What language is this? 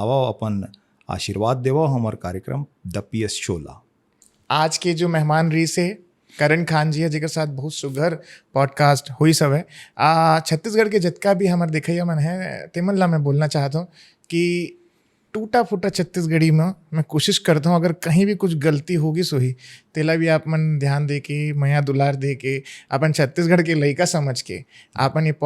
Chhattisgarhi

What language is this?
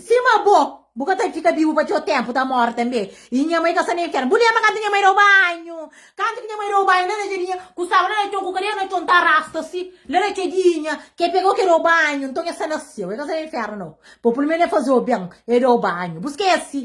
Kabuverdianu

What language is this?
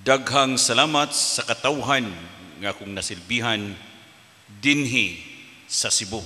Cebuano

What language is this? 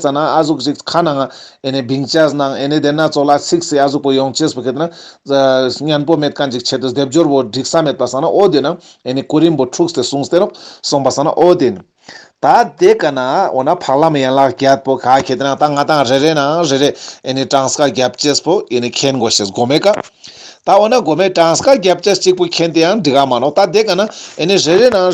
Ladakhi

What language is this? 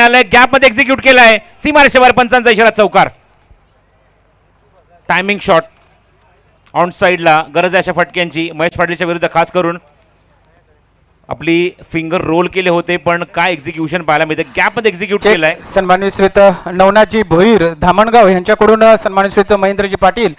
Marathi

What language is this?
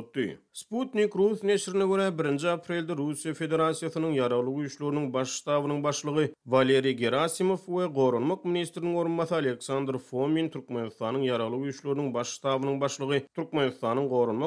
Turkmen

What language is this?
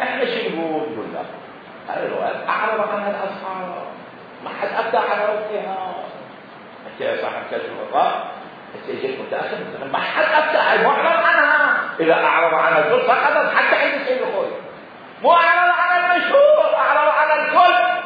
Mesopotamian Arabic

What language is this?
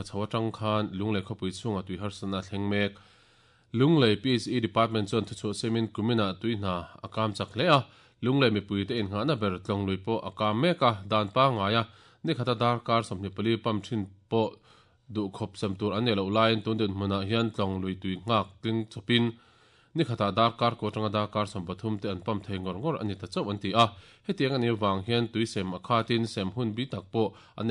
Mizo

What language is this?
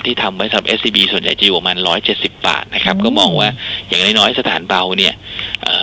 Thai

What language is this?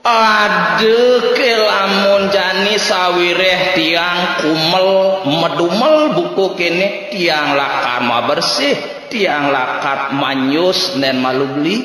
Balinese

